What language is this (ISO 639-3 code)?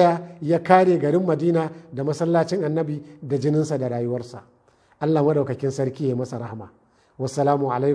hau